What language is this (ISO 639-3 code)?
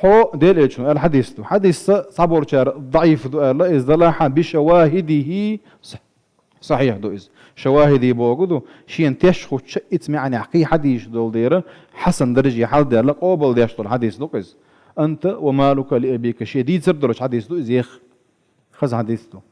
che